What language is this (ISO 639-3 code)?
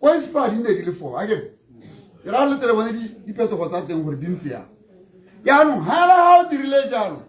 tsn